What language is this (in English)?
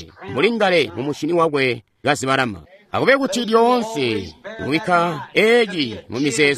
Tonga (Zambia)